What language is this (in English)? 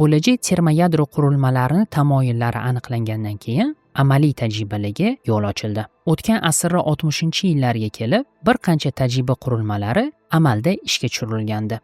Uzbek